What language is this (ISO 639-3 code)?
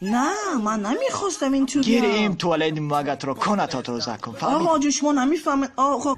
tgk